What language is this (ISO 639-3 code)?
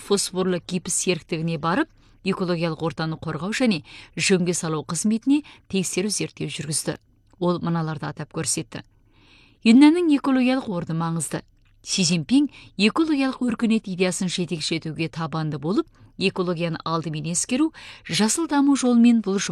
kaz